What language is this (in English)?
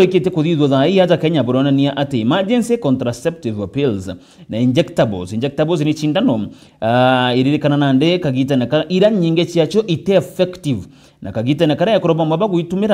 Meru